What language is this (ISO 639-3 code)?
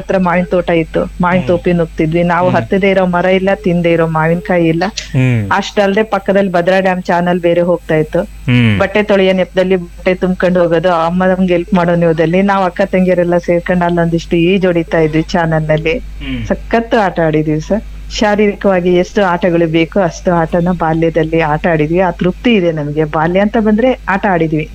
kan